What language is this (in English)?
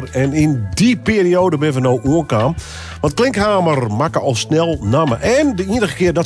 Western Frisian